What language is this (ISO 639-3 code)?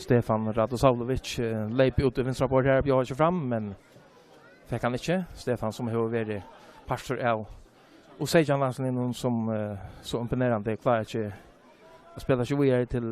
fao